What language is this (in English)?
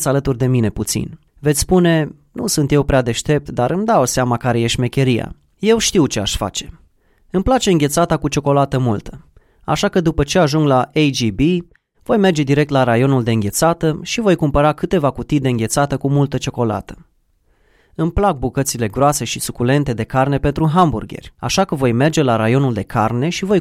Romanian